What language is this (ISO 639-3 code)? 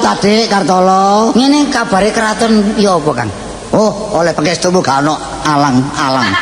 jav